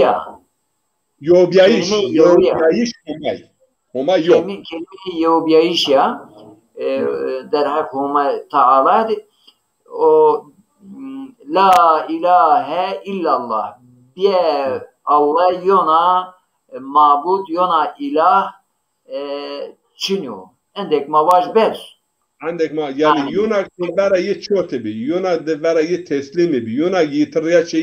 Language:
Zaza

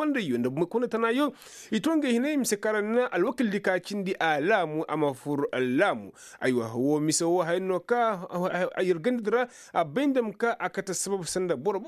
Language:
Koyraboro Senni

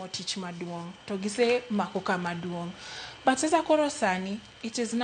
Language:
Luo (Kenya and Tanzania)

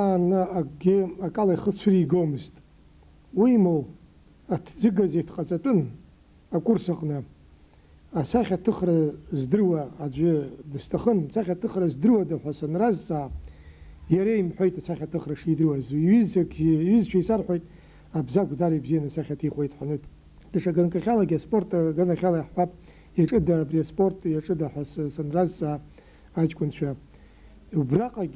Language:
Abkhazian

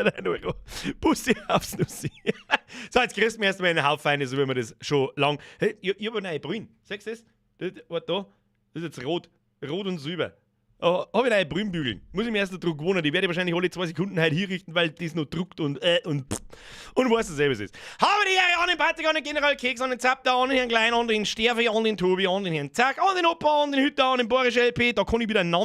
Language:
Bavarian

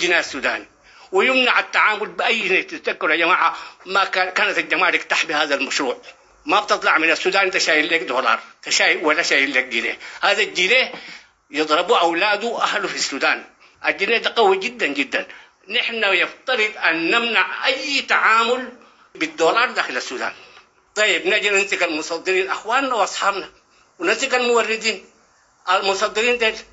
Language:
Sudanese Arabic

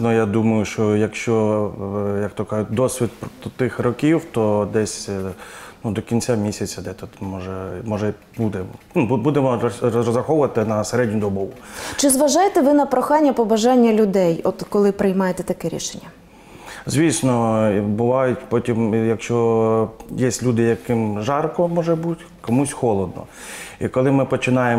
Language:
Ukrainian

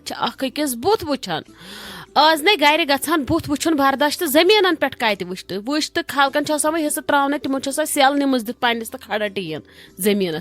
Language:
Kashmiri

